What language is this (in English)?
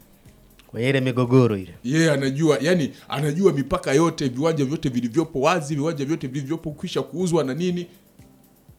Swahili